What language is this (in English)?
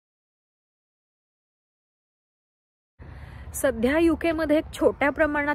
Marathi